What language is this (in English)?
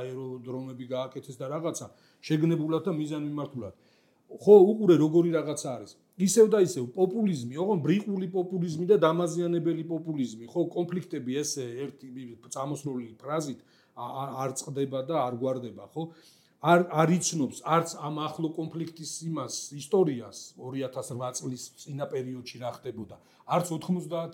Georgian